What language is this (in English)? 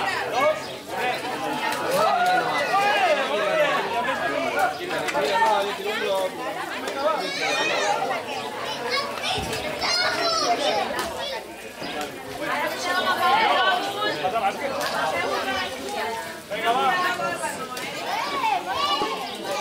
Catalan